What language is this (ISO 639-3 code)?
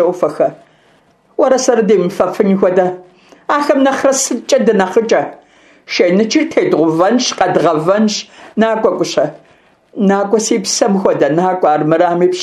kbd